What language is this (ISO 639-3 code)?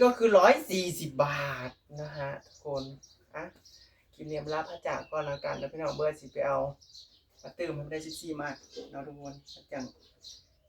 tts